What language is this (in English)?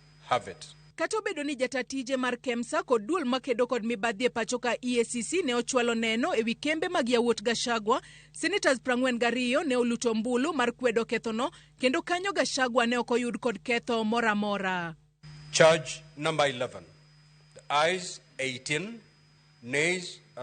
Luo (Kenya and Tanzania)